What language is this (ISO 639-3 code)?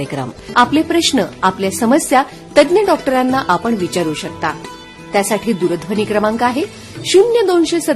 mar